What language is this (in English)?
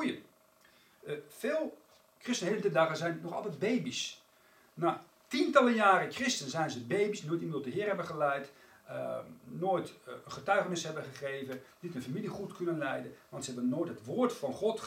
Dutch